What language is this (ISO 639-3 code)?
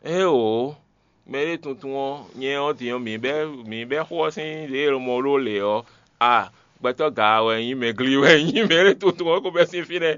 fon